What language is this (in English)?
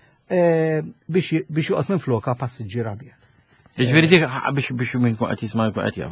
Maltese